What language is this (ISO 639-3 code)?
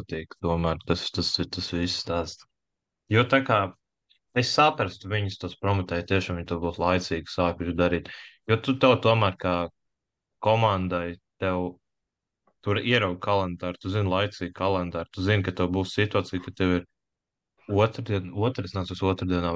lav